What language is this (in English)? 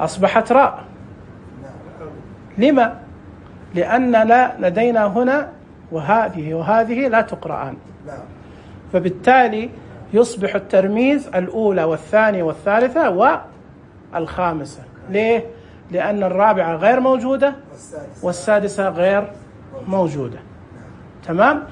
Najdi Arabic